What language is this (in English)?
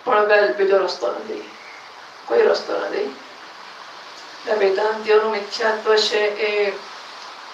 Gujarati